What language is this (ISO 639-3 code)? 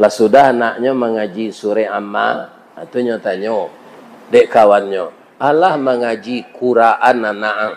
min